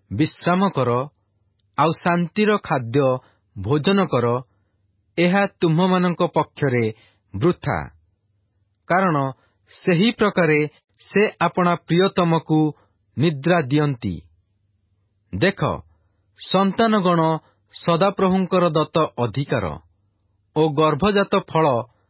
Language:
Odia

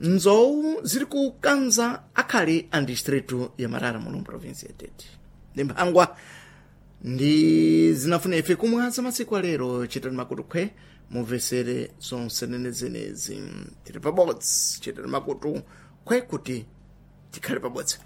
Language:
Sena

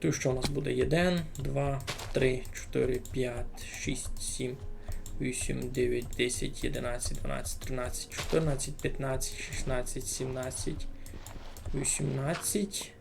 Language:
Rusyn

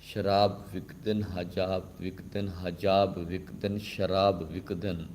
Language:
Saraiki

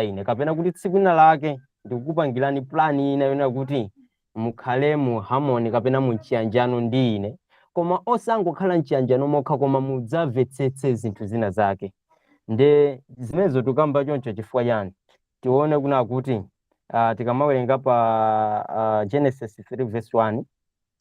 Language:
Nyanja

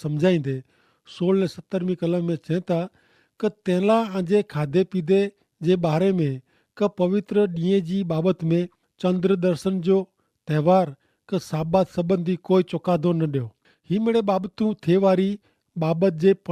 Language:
Kachhi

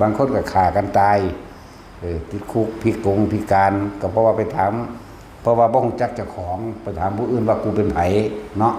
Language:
Northeastern Thai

